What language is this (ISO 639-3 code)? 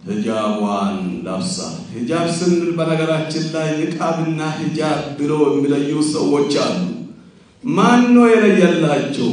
amh